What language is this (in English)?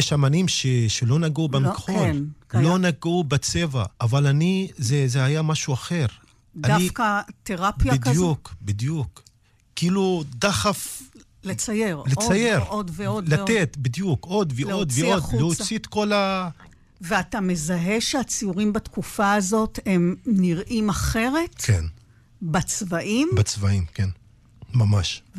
Hebrew